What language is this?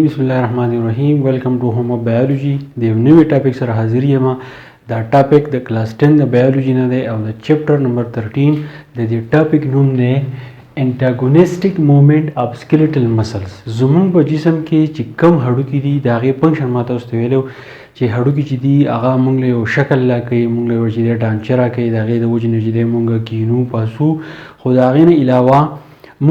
Pashto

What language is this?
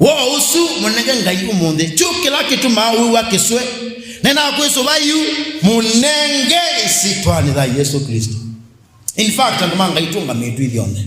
Kamba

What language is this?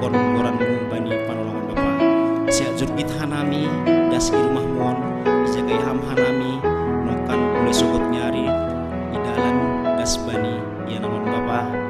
Batak Simalungun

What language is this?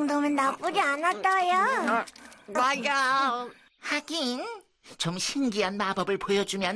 Korean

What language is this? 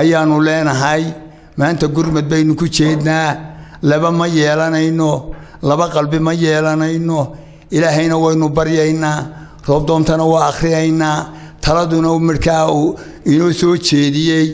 Somali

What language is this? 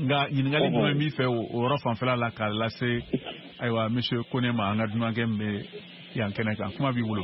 Bambara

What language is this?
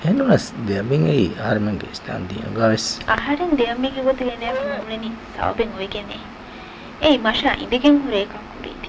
Divehi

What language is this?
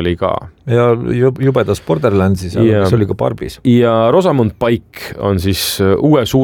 Estonian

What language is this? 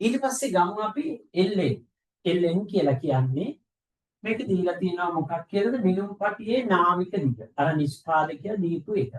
Sinhala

